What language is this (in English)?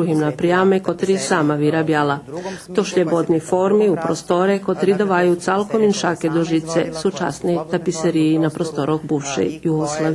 Rusyn